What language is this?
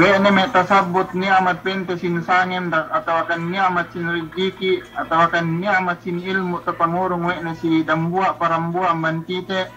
Yakan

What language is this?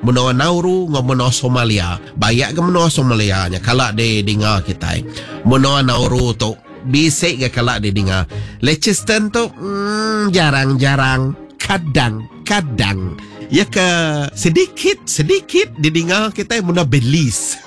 Iban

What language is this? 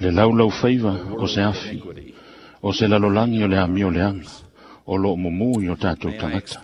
Samoan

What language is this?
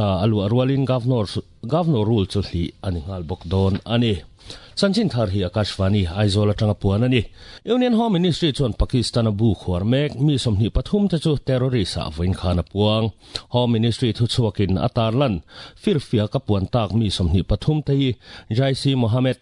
Mizo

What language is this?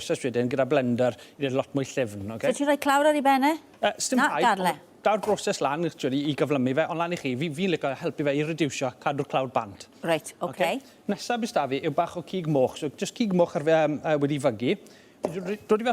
Welsh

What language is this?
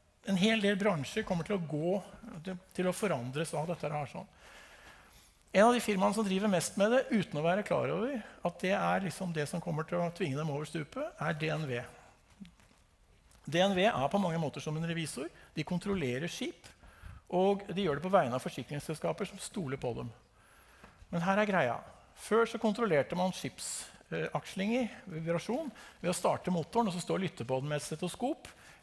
Norwegian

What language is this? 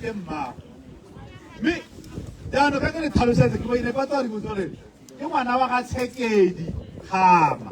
Tswana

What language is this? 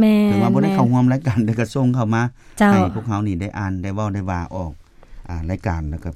Lao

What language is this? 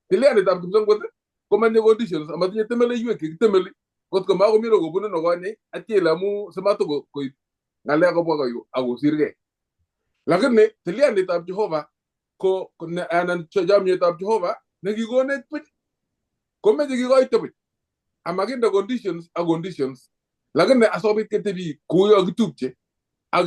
Kalenjin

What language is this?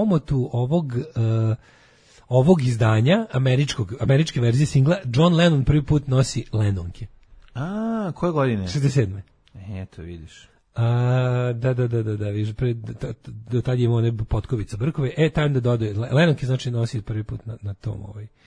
Serbian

